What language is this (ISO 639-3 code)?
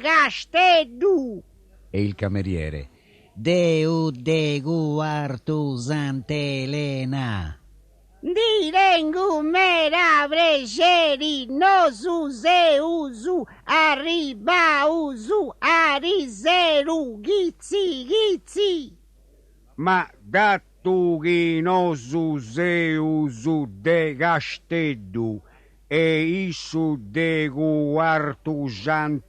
srd